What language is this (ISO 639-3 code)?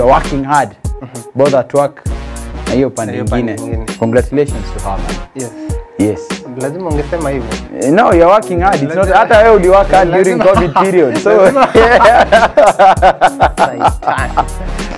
swa